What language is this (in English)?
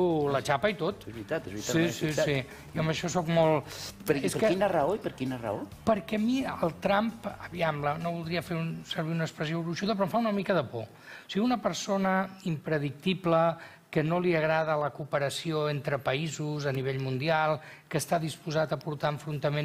Catalan